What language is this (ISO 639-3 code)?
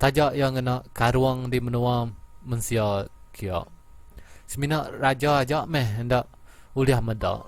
iba